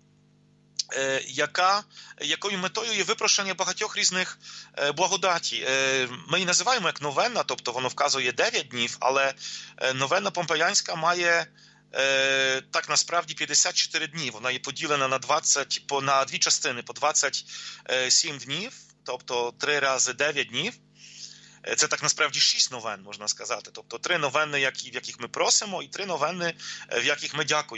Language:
Ukrainian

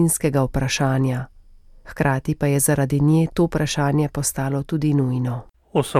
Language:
Slovenian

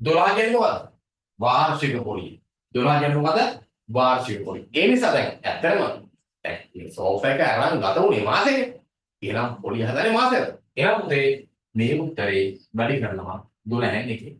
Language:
Sinhala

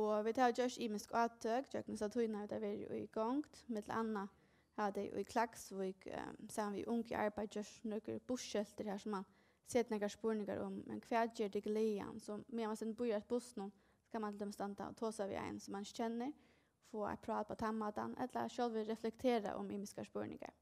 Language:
Faroese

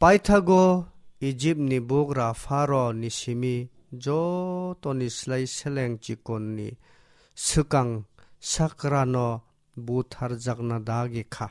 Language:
Kok Borok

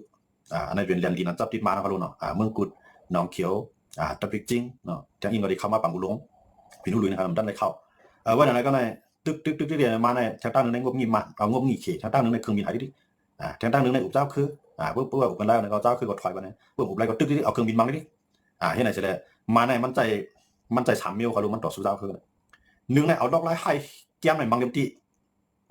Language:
Shan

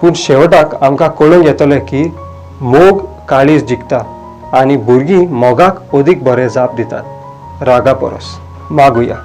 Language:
Konkani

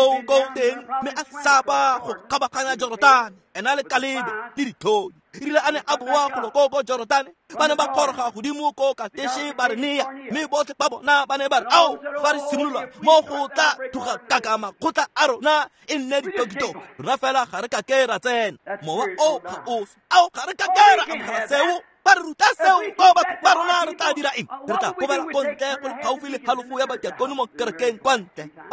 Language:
Tswana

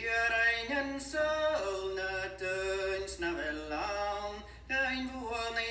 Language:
Scottish Gaelic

